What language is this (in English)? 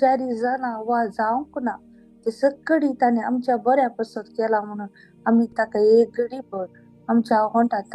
Konkani